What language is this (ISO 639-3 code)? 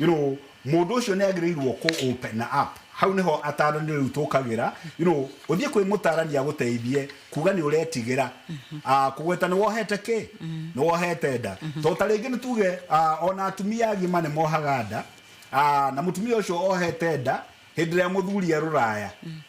kik